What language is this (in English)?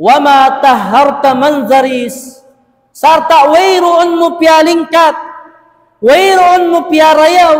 Tausug